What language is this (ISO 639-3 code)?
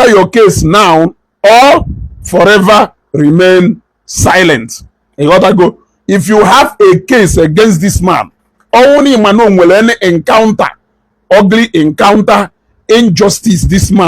ibo